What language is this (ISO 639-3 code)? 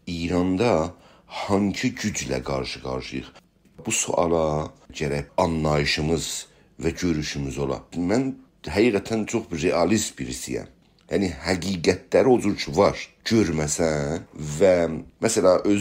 azb